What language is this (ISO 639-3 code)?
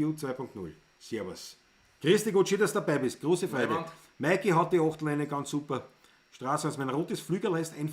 bar